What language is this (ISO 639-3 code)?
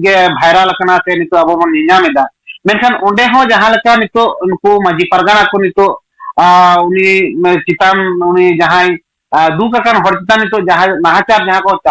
sat